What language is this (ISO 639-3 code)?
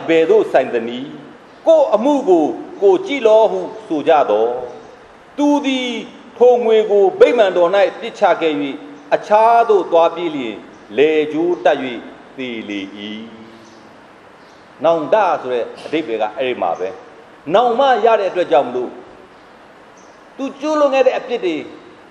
mya